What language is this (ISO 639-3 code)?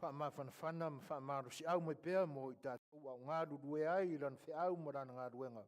smo